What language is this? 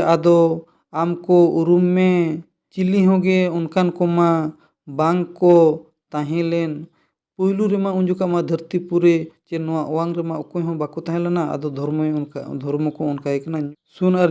Santali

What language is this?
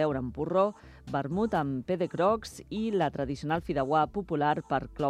Catalan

